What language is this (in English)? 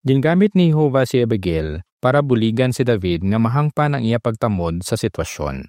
Hiligaynon